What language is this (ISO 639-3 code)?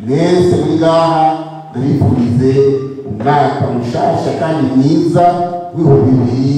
run